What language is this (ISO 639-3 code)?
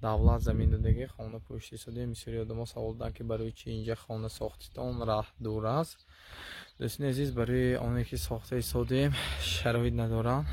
tgk